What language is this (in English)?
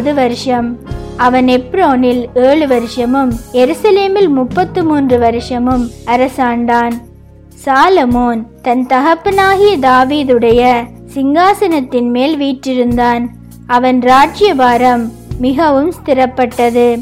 Tamil